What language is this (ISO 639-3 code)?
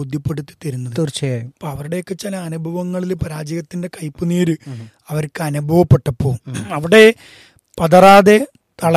mal